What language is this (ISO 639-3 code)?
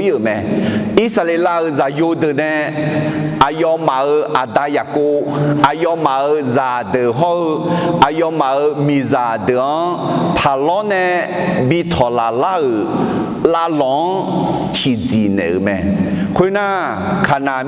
ahk